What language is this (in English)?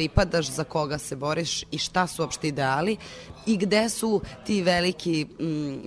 Serbian